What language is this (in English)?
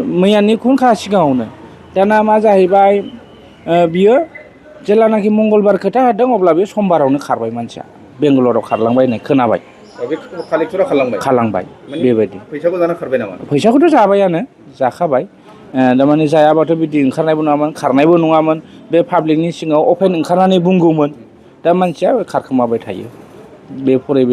Bodo